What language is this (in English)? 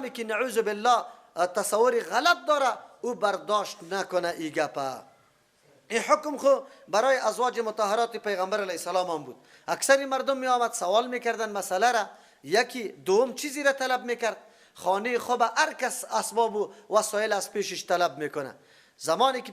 Persian